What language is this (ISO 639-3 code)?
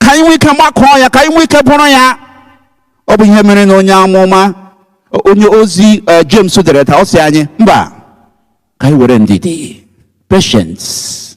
ibo